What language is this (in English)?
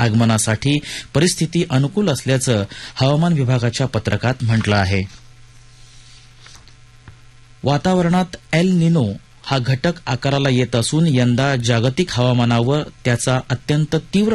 Marathi